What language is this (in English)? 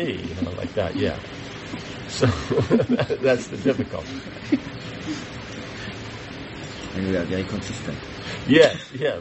English